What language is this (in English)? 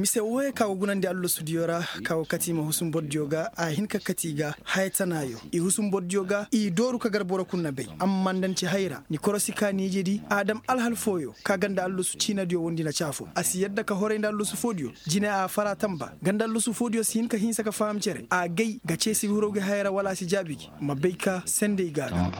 Koyraboro Senni